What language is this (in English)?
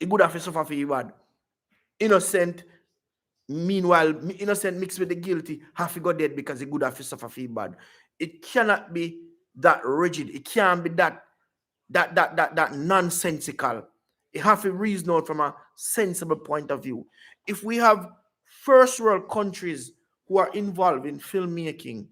Jamaican Creole English